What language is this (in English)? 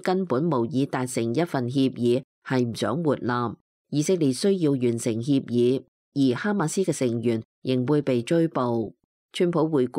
Cantonese